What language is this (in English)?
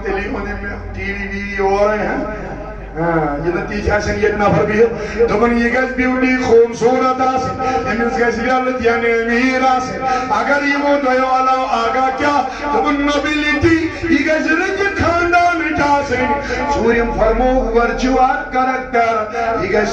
Kashmiri